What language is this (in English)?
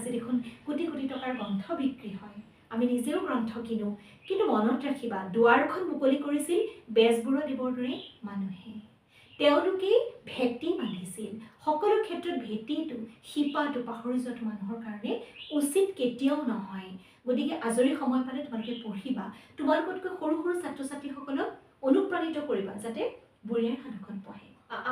Assamese